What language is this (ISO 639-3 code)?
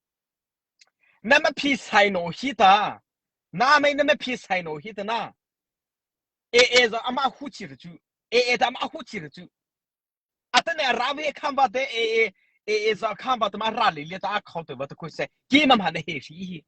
mrh